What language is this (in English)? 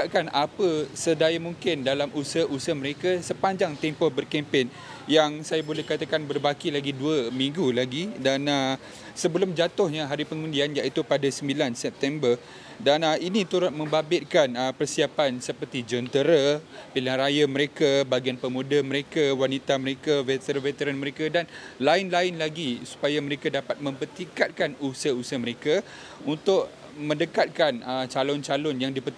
Malay